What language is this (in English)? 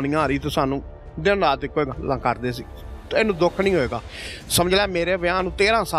Punjabi